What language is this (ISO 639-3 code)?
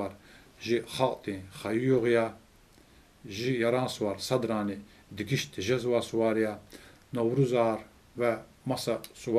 lez